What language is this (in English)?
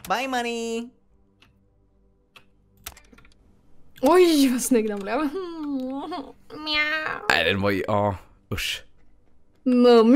Swedish